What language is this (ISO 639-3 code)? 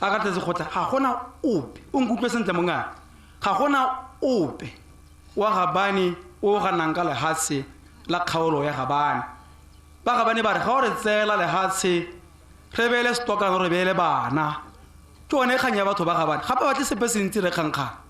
tsn